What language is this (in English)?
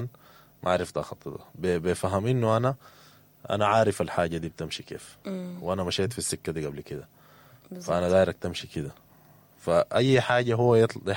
Sudanese Arabic